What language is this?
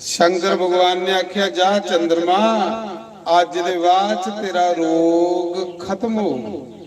Dogri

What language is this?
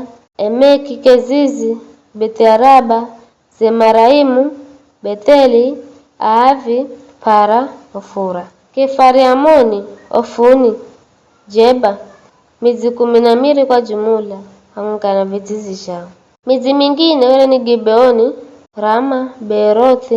Giryama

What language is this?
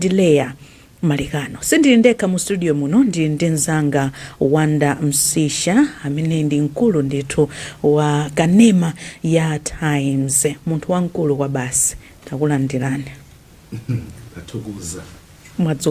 Nyanja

